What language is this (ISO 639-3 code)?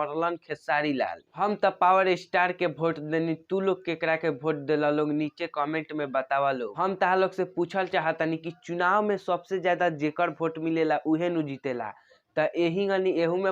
bho